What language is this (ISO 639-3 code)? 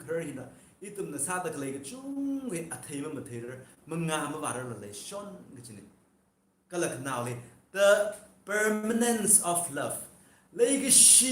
nmf